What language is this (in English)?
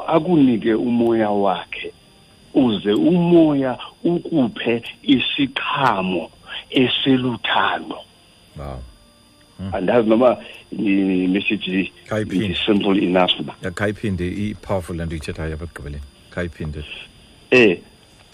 Xhosa